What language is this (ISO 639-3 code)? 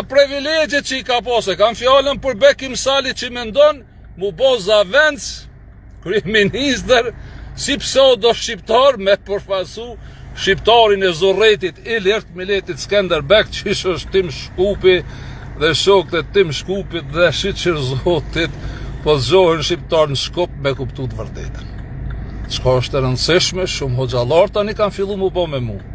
sqi